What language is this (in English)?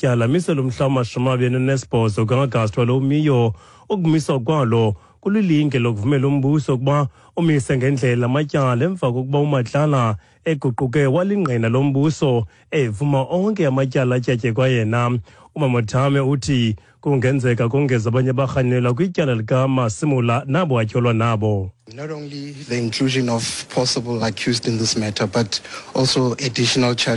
Xhosa